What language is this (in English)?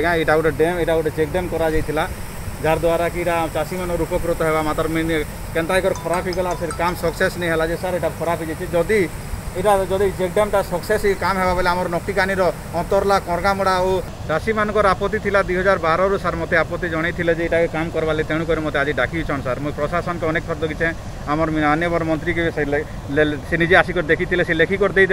Odia